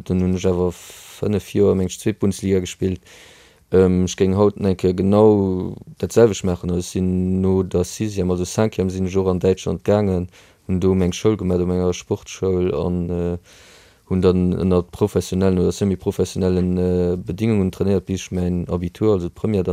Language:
Luxembourgish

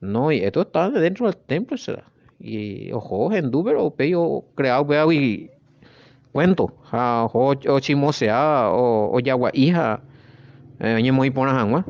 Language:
Guarani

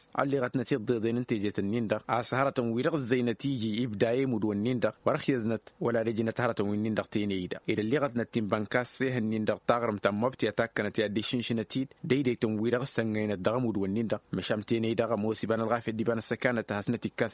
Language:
Tamasheq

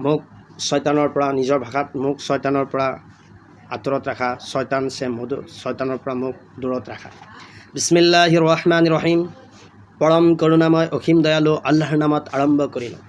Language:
Assamese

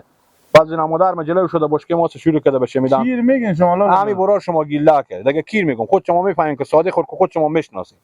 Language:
Persian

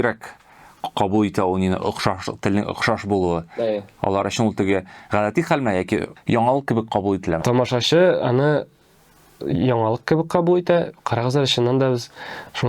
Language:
Tatar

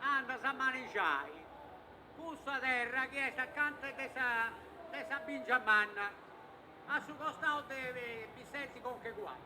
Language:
Sardinian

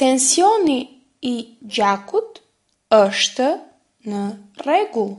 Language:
Albanian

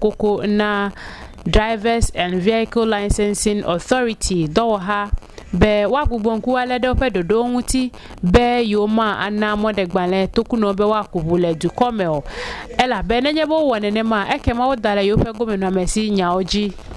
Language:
Ewe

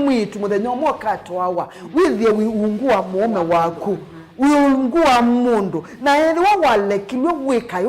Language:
Kamba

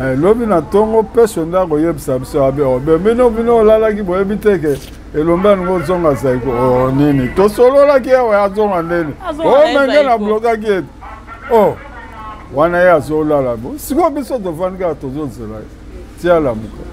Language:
Lingala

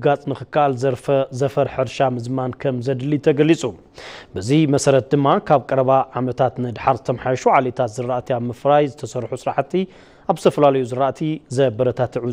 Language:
Tigrinya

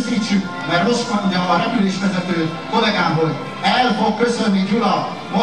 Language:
Hungarian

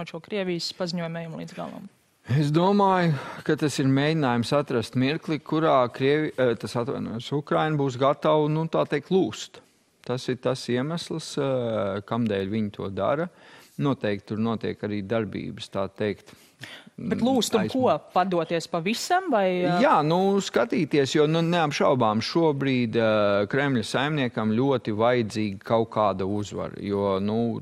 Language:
Latvian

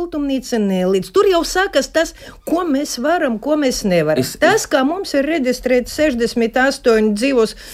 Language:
Latvian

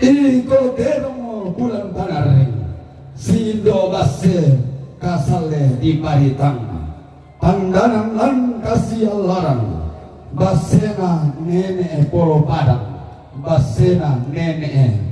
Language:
Toraja-Sa'dan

